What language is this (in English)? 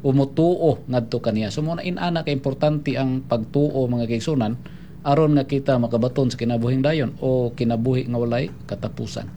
Cebuano